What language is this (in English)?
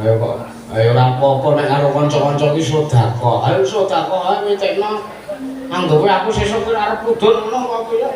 Javanese